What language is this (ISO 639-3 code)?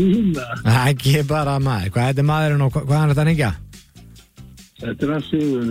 isl